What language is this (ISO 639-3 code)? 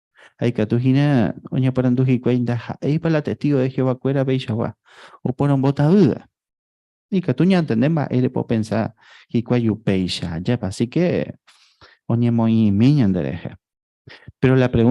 grn